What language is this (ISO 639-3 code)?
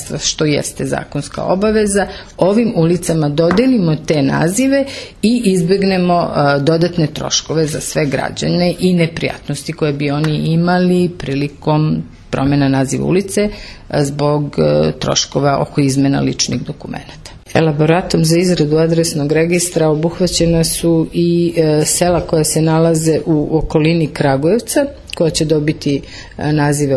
srp